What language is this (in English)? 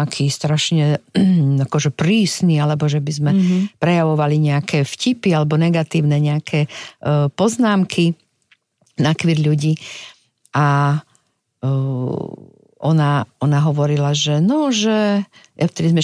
Slovak